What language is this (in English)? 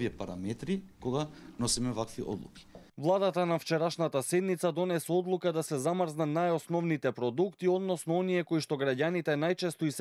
Macedonian